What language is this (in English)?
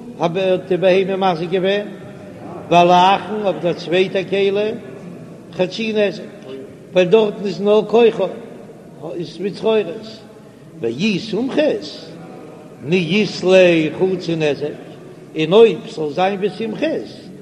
Yiddish